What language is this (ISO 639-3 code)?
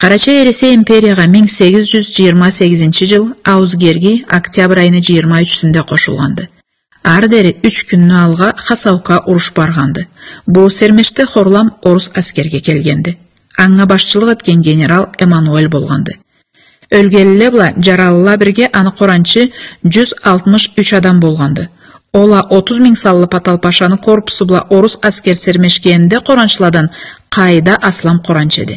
krc